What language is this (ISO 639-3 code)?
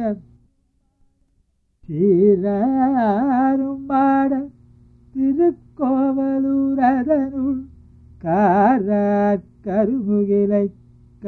tam